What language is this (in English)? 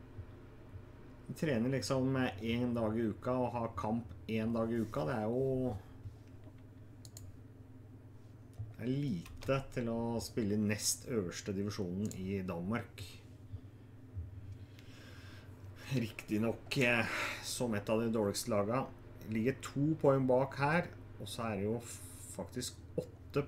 Norwegian